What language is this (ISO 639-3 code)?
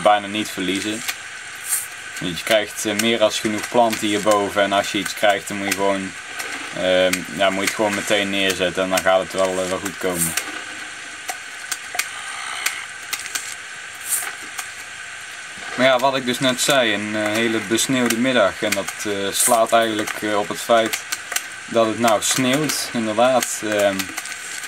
nld